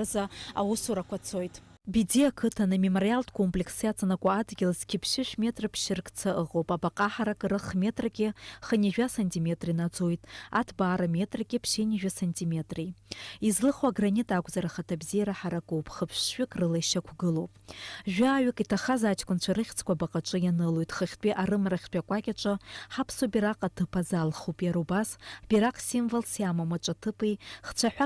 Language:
Abkhazian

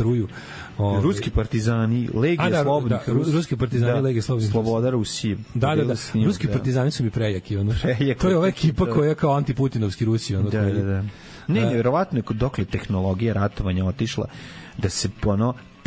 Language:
Serbian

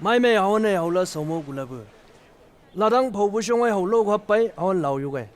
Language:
Chang Naga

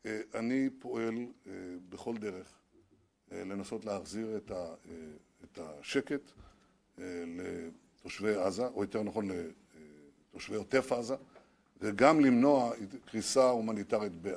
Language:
Hebrew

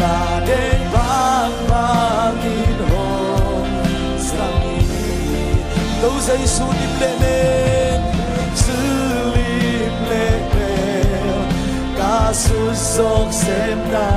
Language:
Tedim Chin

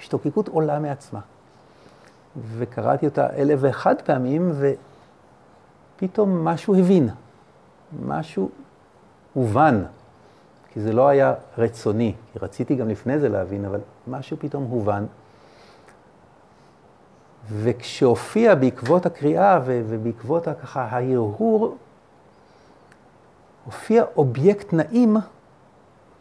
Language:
Hebrew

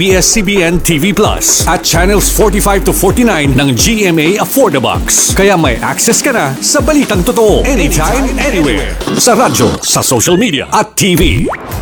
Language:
Filipino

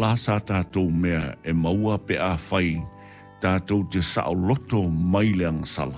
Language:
Samoan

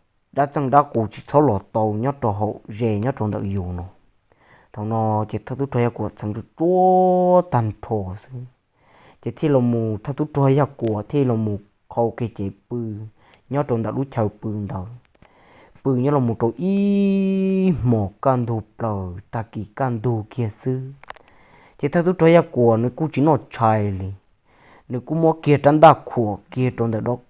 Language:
Hmong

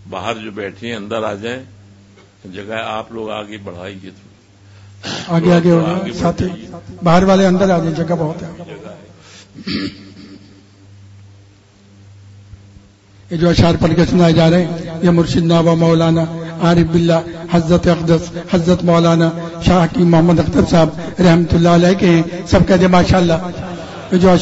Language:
Urdu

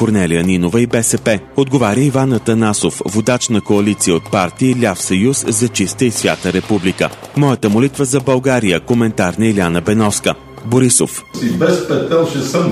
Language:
Bulgarian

